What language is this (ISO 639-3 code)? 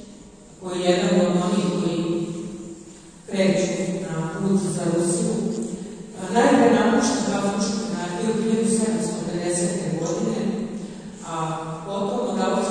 srp